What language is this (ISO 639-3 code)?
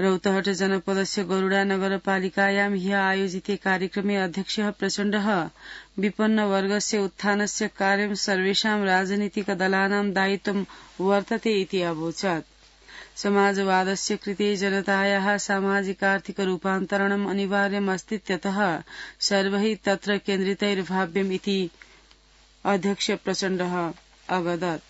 san